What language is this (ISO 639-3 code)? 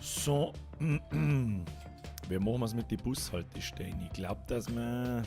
bar